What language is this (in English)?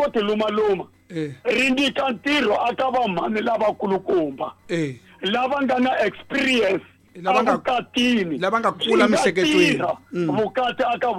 Tsonga